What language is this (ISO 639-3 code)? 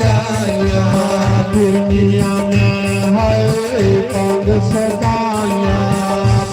doi